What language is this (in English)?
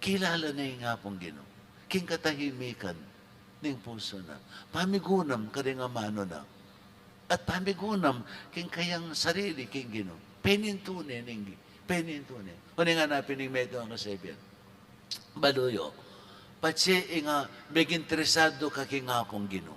Pampanga